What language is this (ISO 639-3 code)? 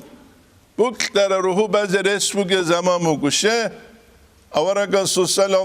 ava